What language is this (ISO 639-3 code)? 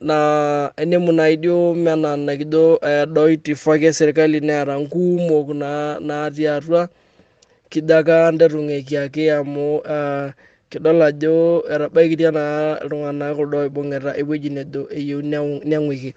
mas